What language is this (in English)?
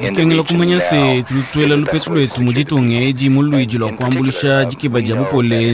Luba-Lulua